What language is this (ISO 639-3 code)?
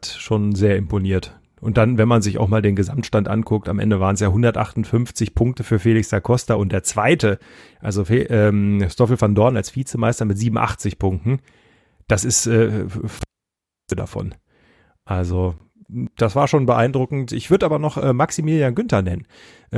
deu